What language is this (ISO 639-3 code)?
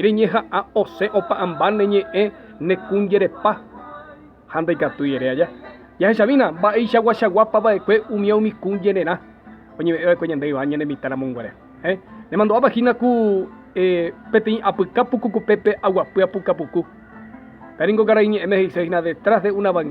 grn